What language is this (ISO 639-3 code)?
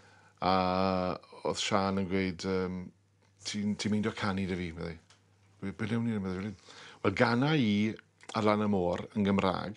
cym